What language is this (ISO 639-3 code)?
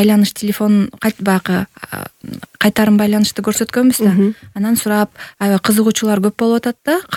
kir